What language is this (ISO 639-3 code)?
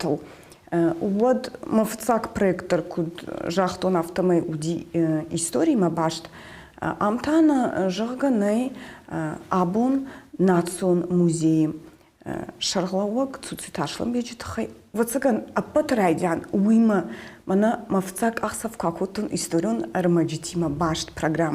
oss